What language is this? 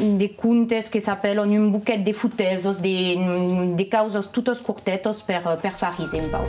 Occitan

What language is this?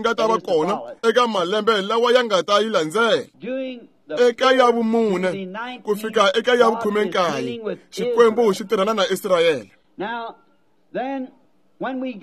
Tsonga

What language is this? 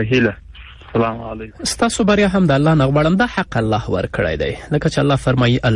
Pashto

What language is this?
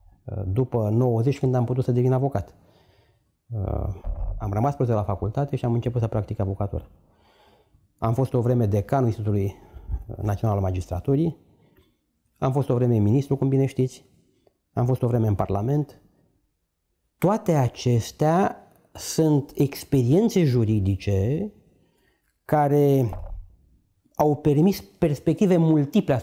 Romanian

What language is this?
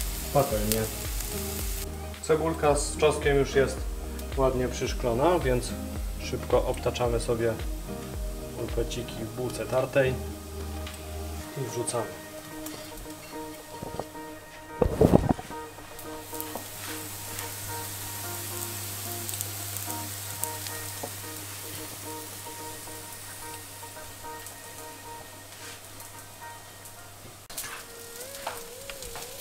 Polish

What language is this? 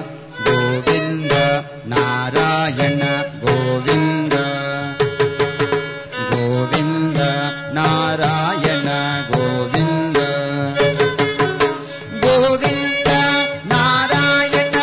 Kannada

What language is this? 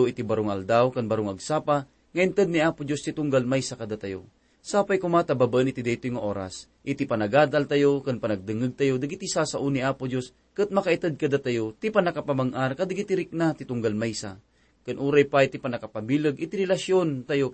Iloko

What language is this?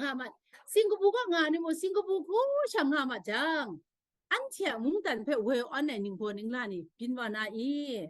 Kachin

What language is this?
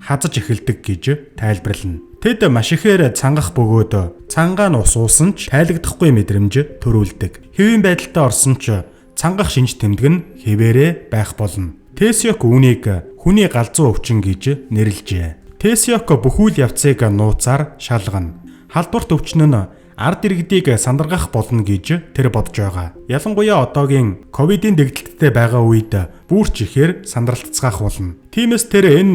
Mongolian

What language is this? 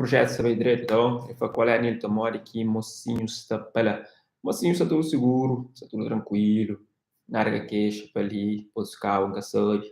Kabuverdianu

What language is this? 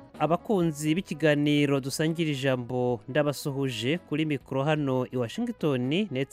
Kinyarwanda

